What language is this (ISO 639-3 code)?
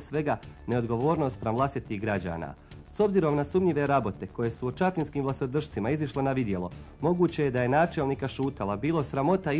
bos